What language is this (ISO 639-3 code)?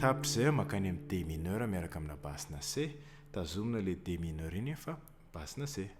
mlg